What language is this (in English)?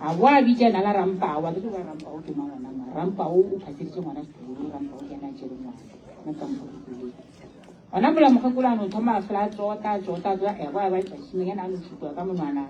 Northern Sotho